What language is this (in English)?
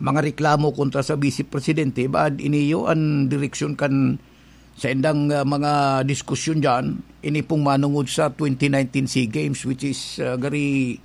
Bikol